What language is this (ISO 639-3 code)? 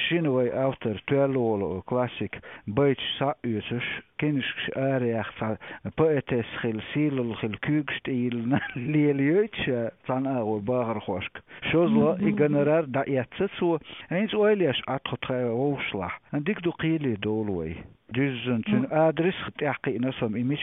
che